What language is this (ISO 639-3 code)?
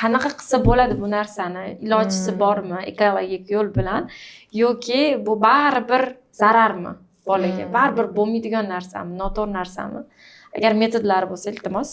uzb